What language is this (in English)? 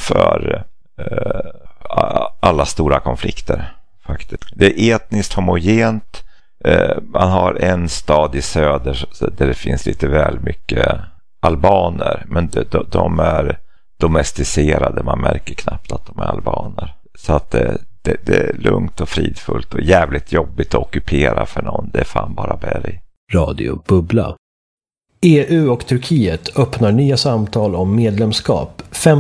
Swedish